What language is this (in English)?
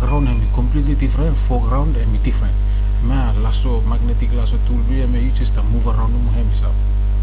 Bislama